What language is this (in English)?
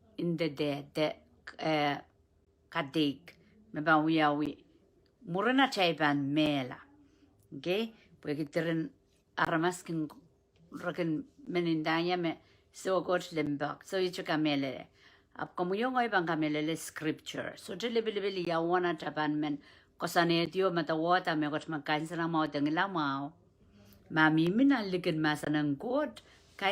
Pohnpeian